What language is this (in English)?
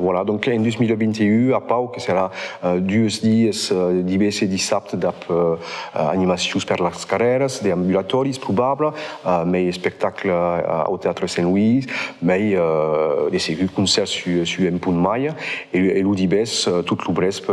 Occitan